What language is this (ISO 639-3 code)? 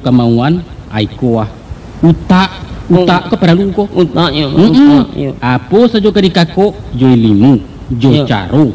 min